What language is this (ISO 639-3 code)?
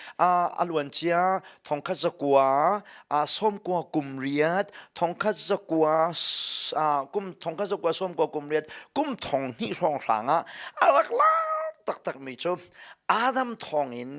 cnh